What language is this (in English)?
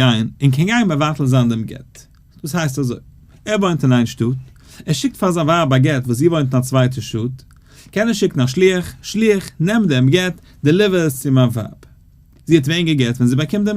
Yiddish